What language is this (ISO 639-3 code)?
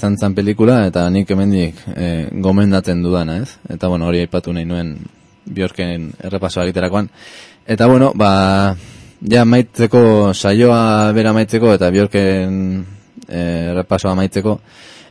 eus